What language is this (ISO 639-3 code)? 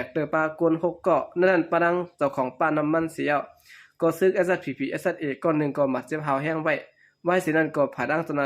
shn